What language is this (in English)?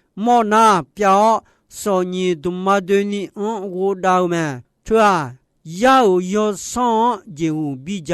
Akha